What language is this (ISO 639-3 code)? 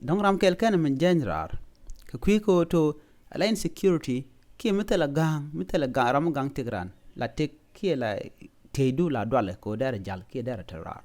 nus